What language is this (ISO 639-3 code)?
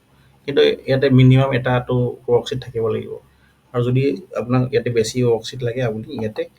asm